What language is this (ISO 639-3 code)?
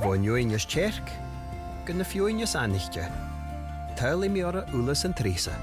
gla